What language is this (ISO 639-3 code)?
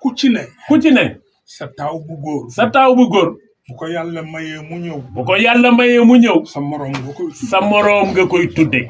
wol